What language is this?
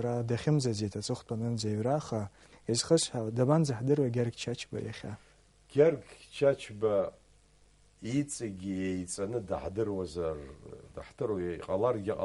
Abkhazian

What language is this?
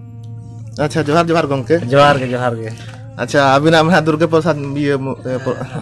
Santali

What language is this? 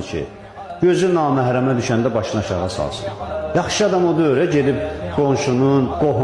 Azerbaijani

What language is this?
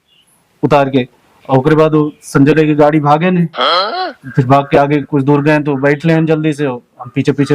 Awadhi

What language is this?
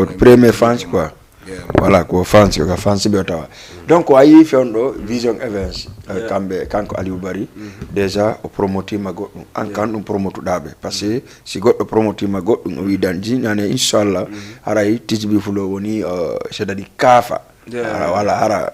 Fula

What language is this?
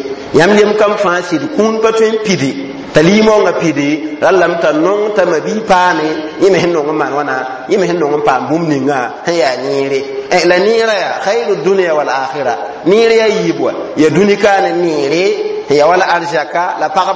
Mossi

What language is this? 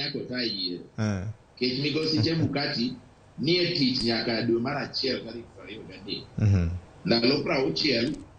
Luo (Kenya and Tanzania)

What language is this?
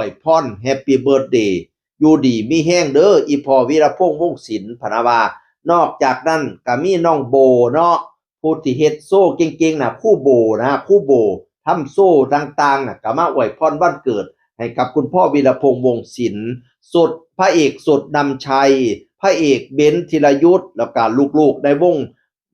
Northeastern Thai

